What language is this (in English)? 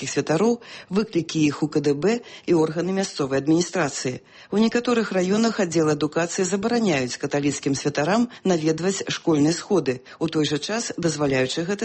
Belarusian